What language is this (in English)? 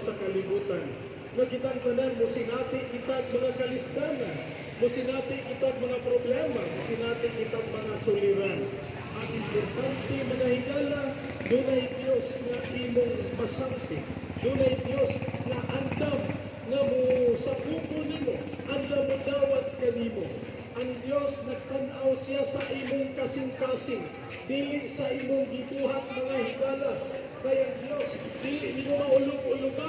Cebuano